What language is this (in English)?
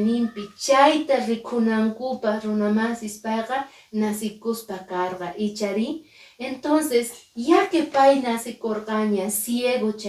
Quechua